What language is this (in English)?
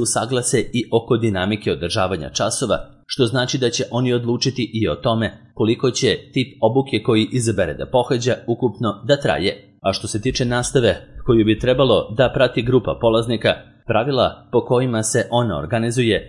Serbian